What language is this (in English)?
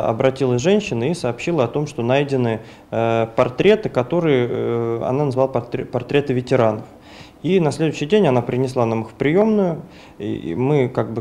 Russian